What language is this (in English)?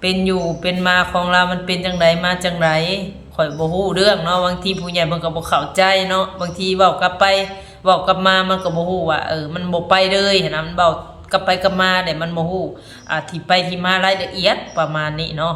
Northeastern Thai